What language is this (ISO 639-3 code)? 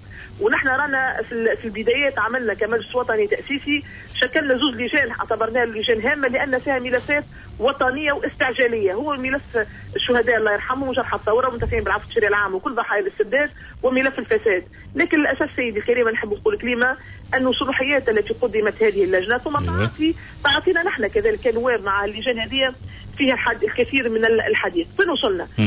aeb